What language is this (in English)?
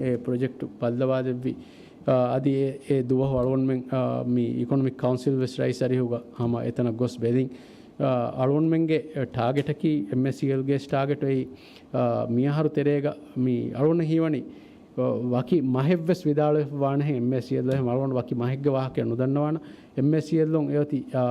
Divehi